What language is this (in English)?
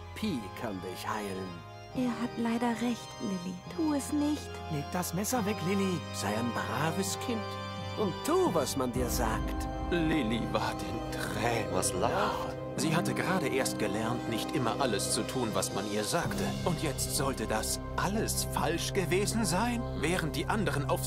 Swiss German